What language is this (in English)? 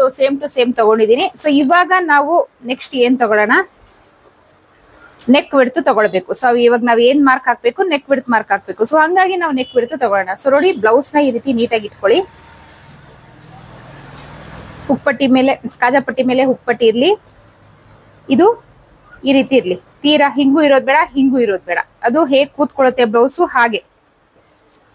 Kannada